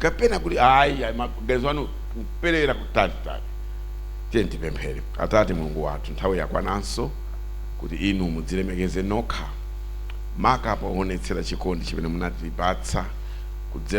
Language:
Nyanja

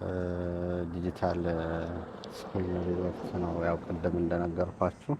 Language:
Amharic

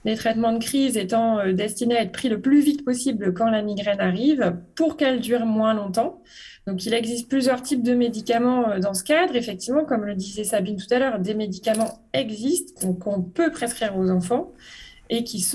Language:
French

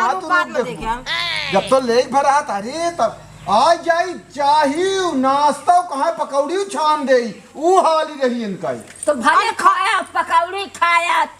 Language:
Awadhi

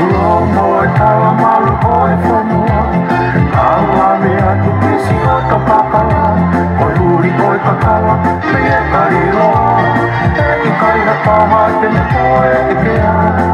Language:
Tongan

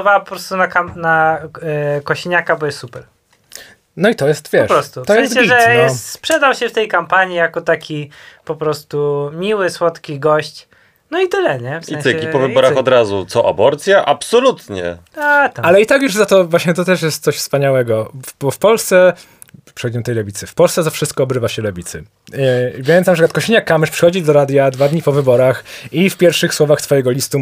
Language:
Polish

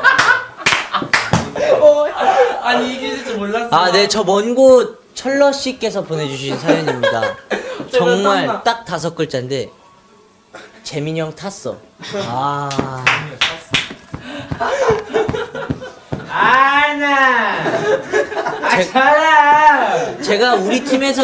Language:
Korean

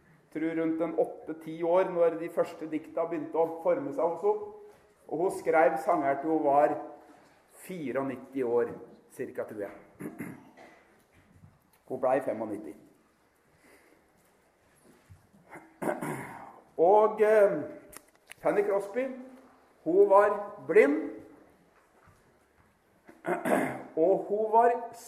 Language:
Norwegian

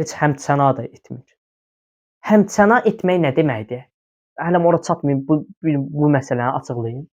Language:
Azerbaijani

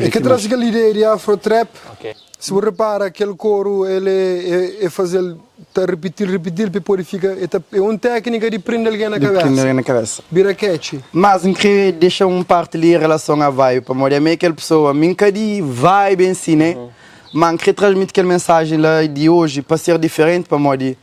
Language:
Kabuverdianu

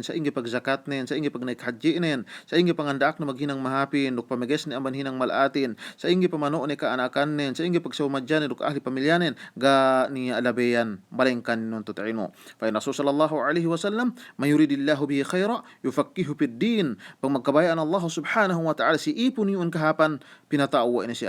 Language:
Yakan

